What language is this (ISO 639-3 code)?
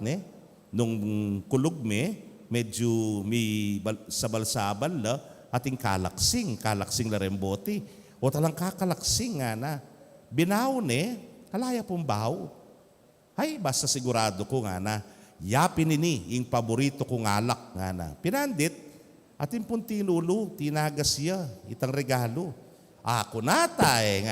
pam